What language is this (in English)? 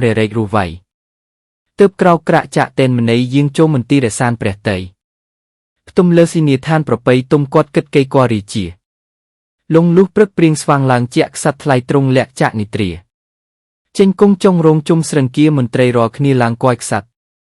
Khmer